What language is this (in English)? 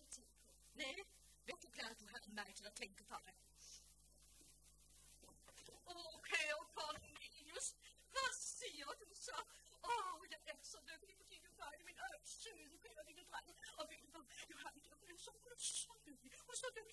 Danish